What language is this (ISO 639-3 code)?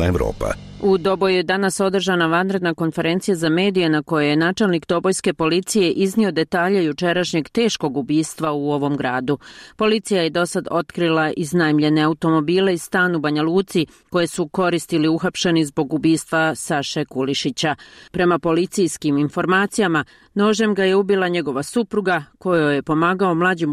hrv